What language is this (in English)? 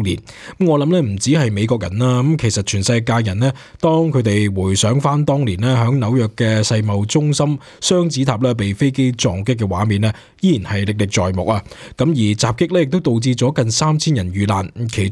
Cantonese